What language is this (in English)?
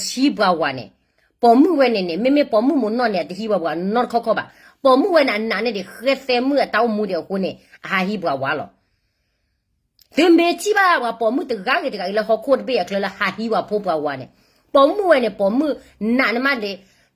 S'gaw Karen